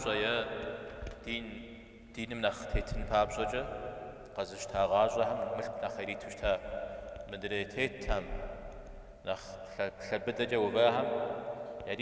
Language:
Kabardian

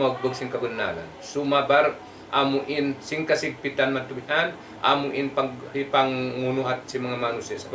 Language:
Tausug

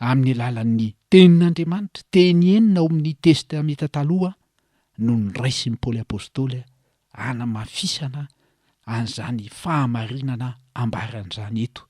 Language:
Malagasy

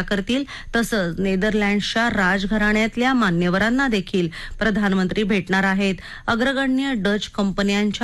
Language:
Marathi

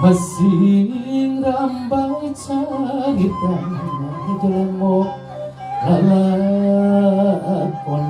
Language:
Sundanese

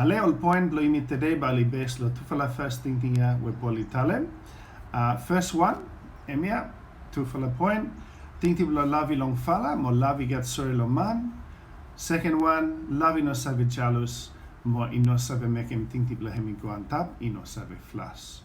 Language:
Bislama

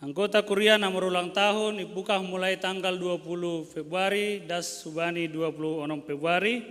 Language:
Batak Simalungun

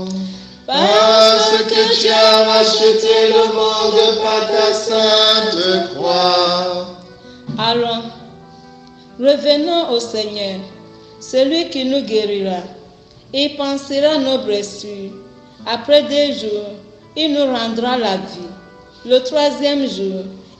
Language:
French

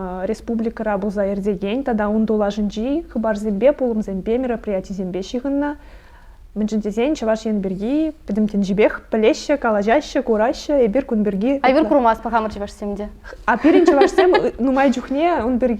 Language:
Chuvash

